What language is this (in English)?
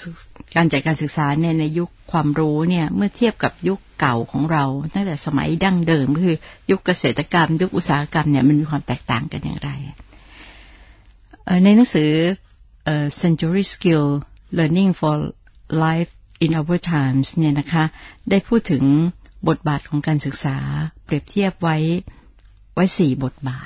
Thai